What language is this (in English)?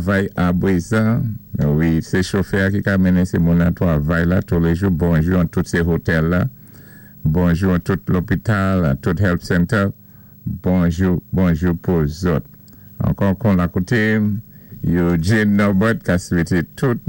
Saint Lucian Creole French